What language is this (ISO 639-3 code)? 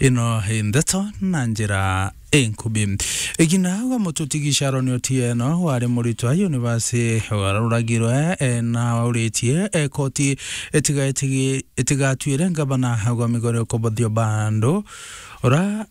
mer